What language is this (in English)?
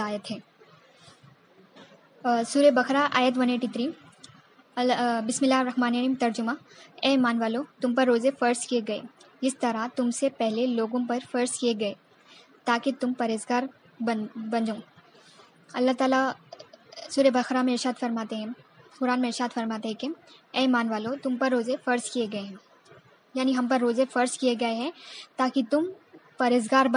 Urdu